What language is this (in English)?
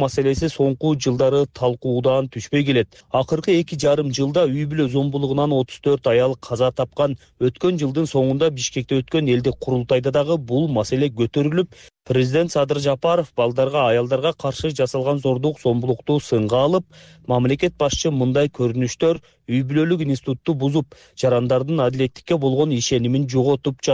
Kyrgyz